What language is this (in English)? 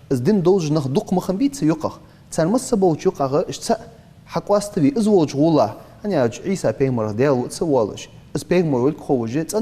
Ingush